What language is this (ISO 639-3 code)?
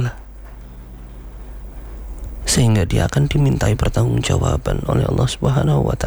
ind